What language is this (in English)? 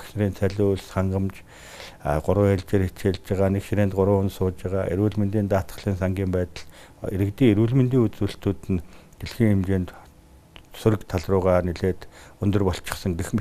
Mongolian